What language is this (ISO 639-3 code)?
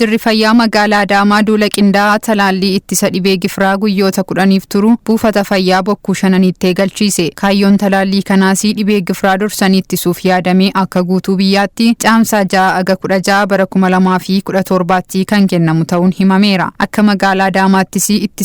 orm